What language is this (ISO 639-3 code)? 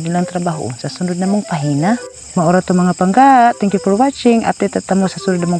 ceb